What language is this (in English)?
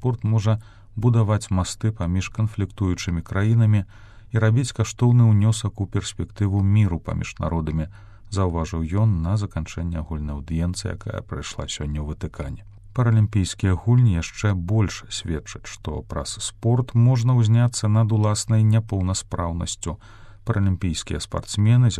Belarusian